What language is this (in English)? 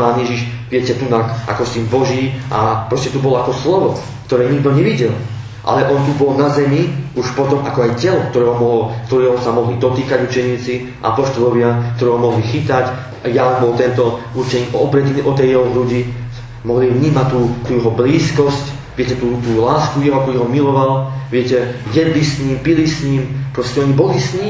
Slovak